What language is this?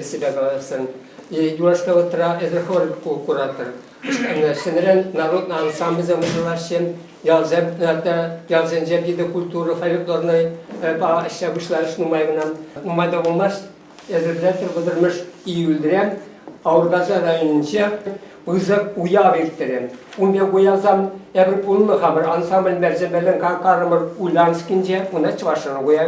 Chuvash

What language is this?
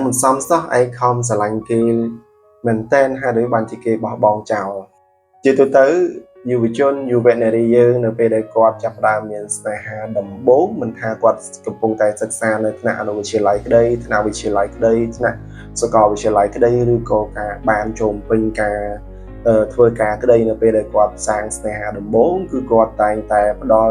Khmer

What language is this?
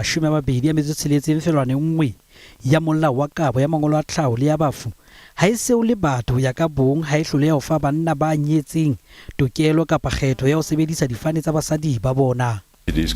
Southern Sotho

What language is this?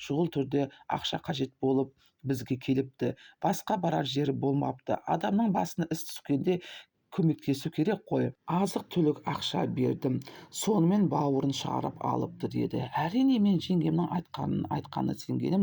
Kazakh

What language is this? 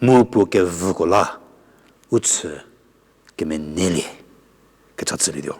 Angami Naga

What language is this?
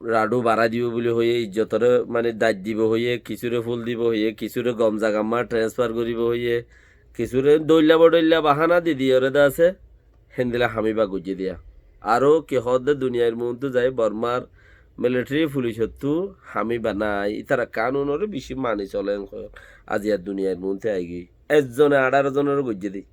Rohingya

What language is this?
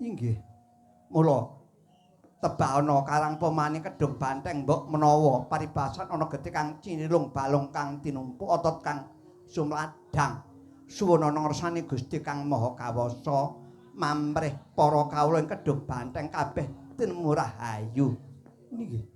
Javanese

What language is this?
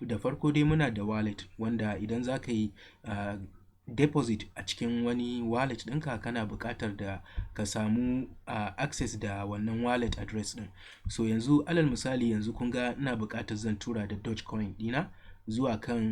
Hausa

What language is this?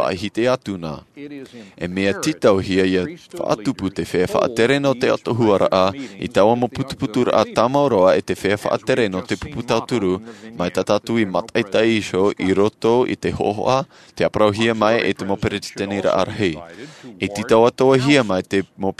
Tahitian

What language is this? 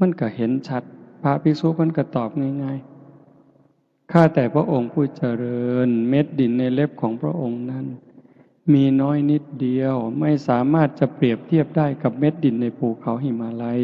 Northeastern Thai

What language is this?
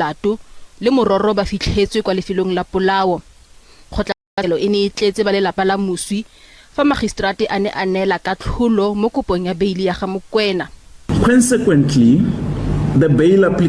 Tswana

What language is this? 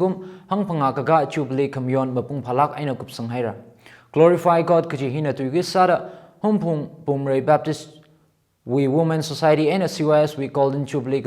Tangkhul Naga (India)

